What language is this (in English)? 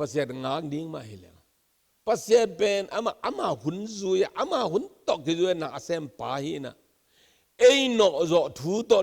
Tedim Chin